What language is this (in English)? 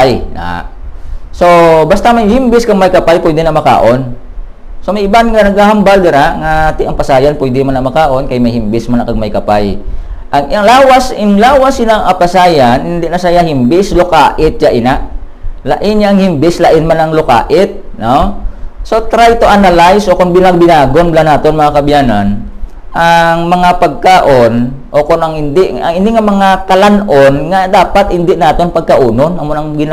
Hiligaynon